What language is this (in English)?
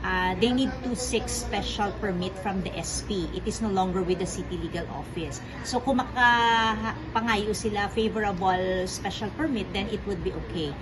Hiligaynon